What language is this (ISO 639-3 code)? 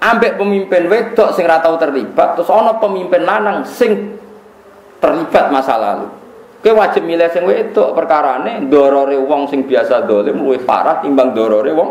jav